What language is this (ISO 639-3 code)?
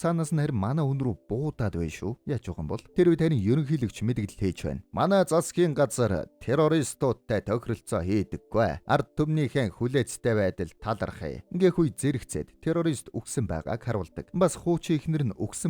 mon